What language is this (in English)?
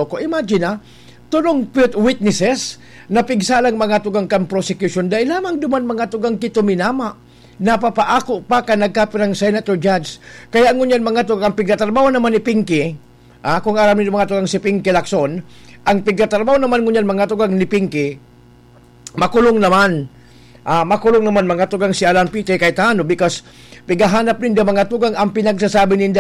Bikol